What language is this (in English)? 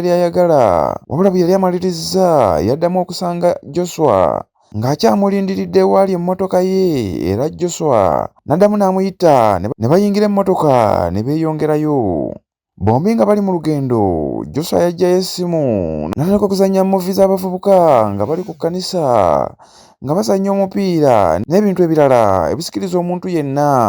Ganda